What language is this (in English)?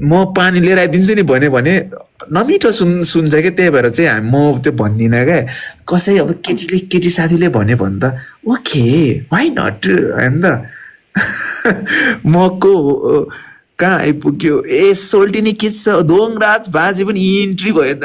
Nepali